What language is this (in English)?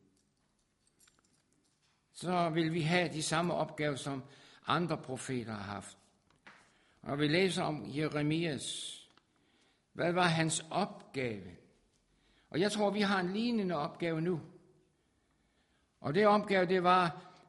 Danish